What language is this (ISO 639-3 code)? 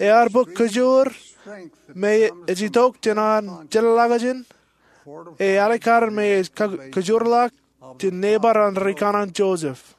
mah